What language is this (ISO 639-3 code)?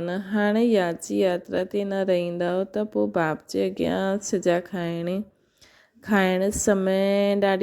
snd